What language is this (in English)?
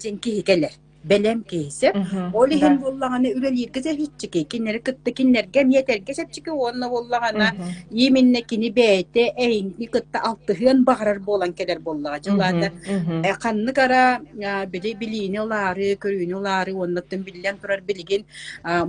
Yakut